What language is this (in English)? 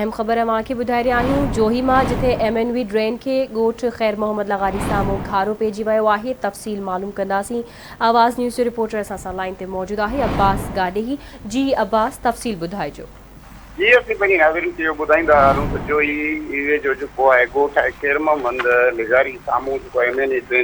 Sindhi